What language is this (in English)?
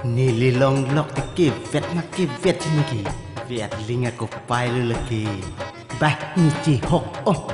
Karbi